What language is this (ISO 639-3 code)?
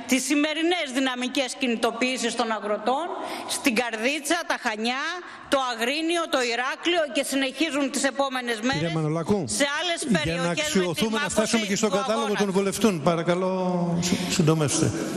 ell